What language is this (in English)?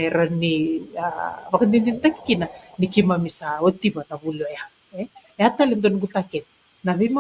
Fijian